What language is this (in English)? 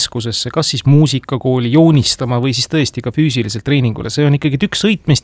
Estonian